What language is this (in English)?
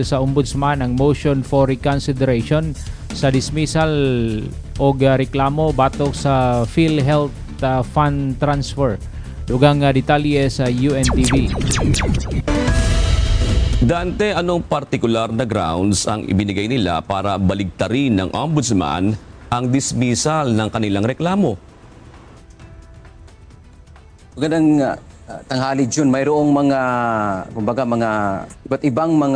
Filipino